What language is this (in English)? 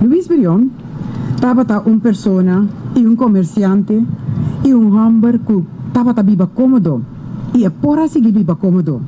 Papiamento